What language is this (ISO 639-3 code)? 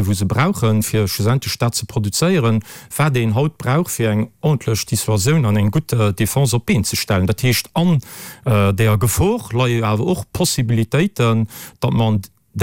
ltz